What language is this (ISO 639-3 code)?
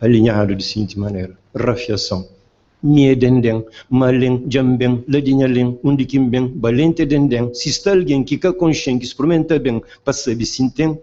kea